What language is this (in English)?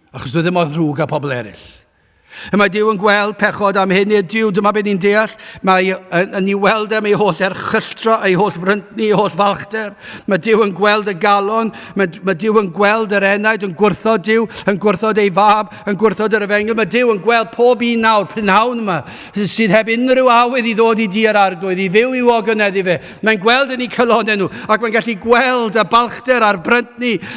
Welsh